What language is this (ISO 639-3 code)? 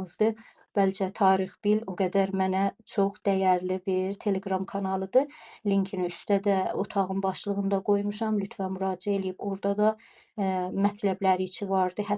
azb